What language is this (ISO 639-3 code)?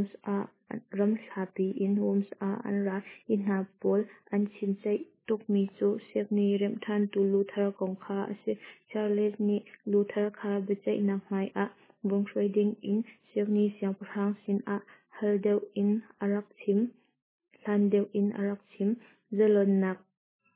cnh